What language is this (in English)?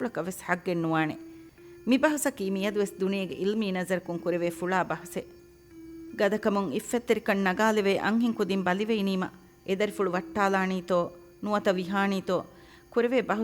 Divehi